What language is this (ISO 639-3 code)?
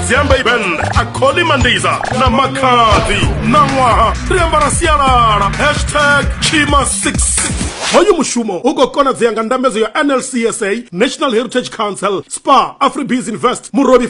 ven